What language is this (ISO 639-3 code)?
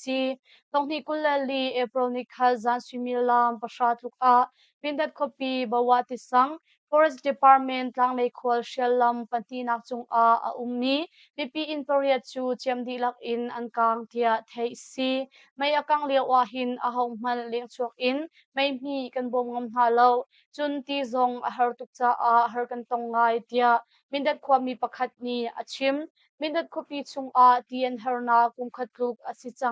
cnh